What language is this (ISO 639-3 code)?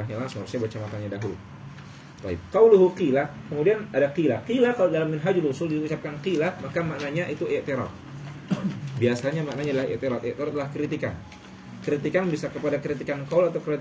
ind